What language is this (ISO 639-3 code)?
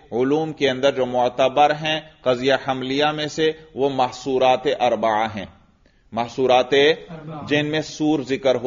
urd